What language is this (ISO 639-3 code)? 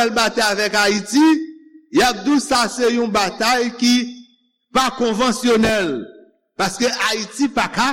hat